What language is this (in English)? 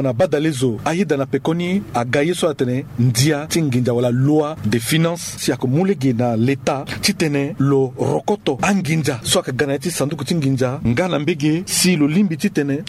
Sango